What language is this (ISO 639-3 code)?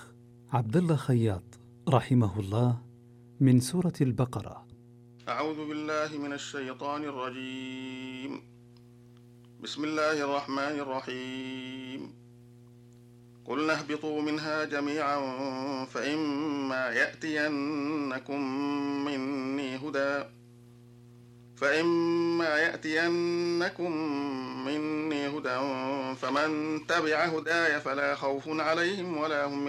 ara